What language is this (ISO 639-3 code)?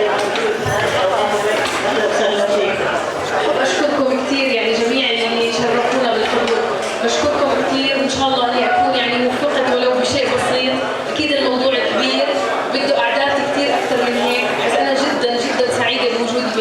apc